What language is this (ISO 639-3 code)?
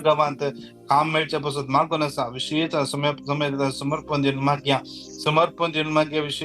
kok